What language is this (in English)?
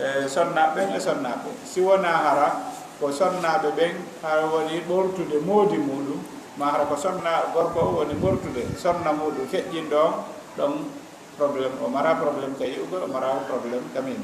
Fula